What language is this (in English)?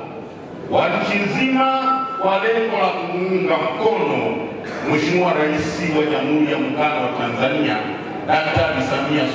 Swahili